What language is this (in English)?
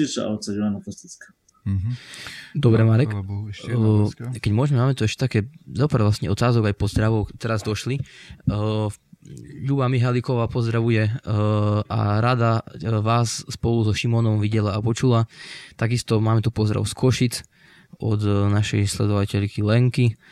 Slovak